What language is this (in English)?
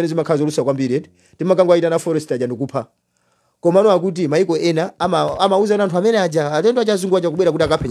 Nyanja